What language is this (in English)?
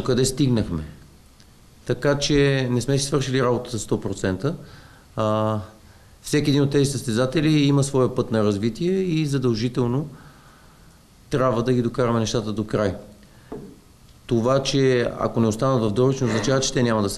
Bulgarian